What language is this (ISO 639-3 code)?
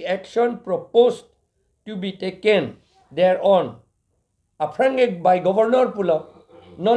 mjw